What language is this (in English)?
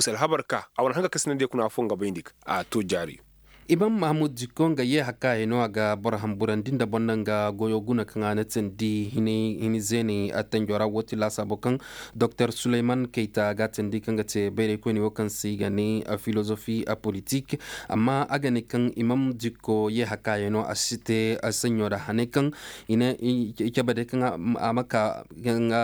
Koyraboro Senni